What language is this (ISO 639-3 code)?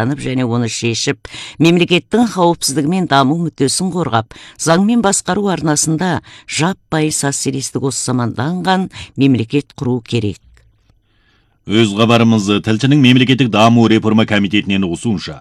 kaz